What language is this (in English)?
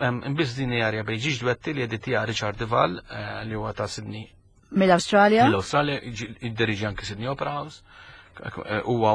Maltese